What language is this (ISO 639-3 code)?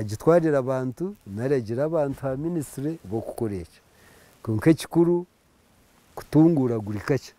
nyn